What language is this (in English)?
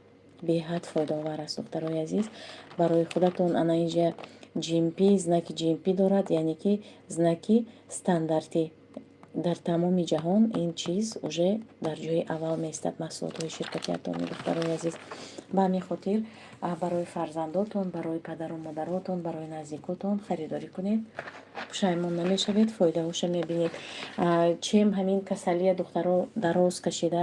Tajik